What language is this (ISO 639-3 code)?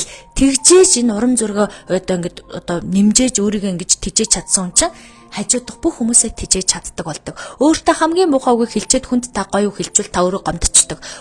mon